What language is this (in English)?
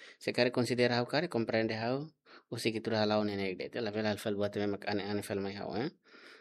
Tetum